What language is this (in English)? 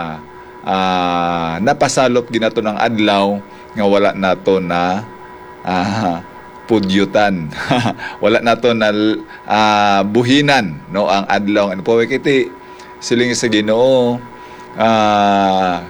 Hiligaynon